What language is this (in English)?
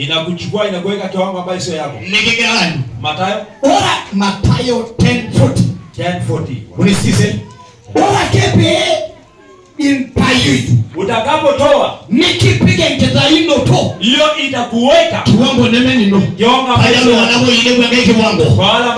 Masai